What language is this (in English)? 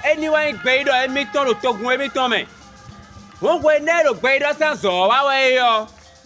Fon